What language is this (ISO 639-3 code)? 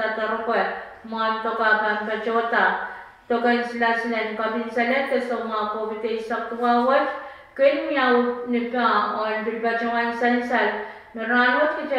pon